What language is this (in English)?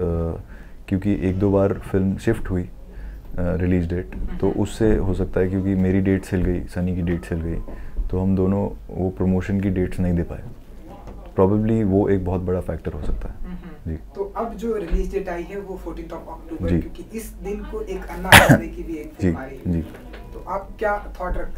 Hindi